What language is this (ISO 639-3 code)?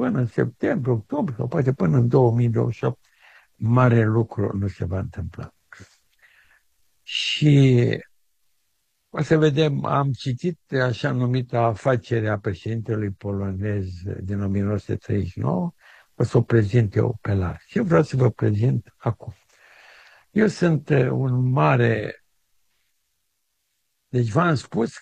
ron